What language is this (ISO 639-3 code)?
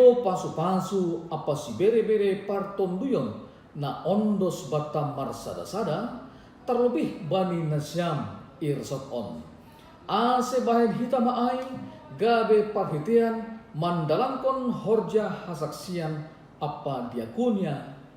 bts